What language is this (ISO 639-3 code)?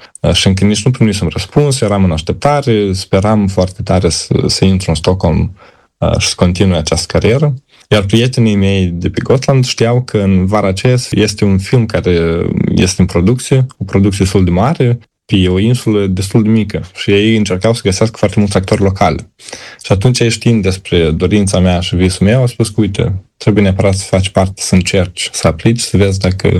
ron